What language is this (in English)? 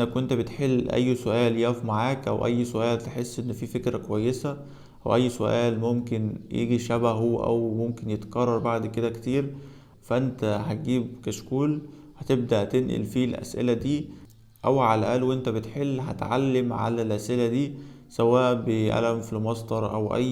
Egyptian Arabic